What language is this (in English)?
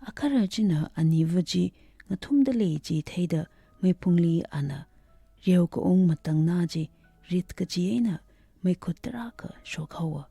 Tangkhul Naga (India)